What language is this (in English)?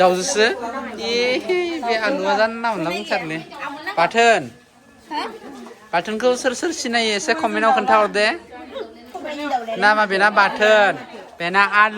Bodo